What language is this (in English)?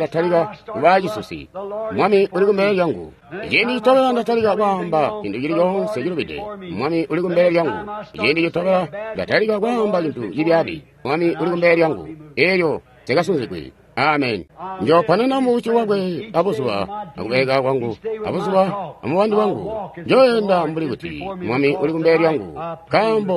Tonga (Zambia)